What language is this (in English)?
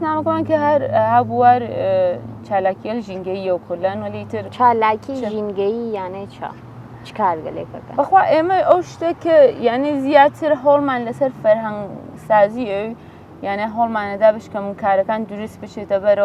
Central Kurdish